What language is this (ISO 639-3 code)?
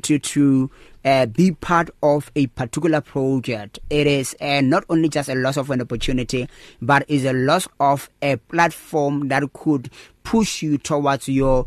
eng